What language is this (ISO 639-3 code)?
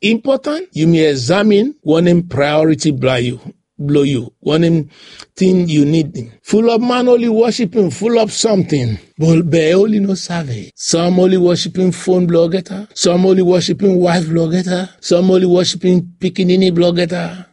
bis